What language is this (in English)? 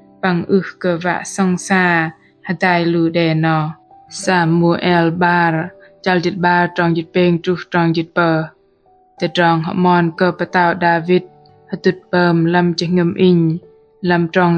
Bahnar